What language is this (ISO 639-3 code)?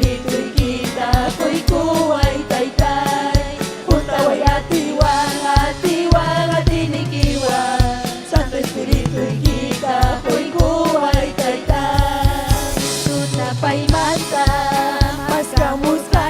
quy